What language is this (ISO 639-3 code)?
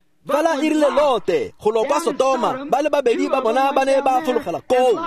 tsn